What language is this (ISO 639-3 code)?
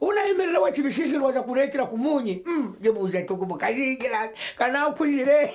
nyn